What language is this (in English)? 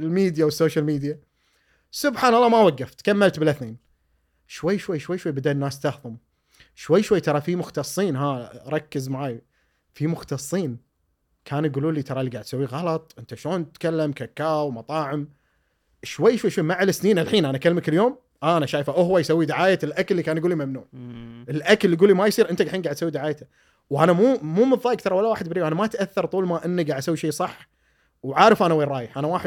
Gulf Arabic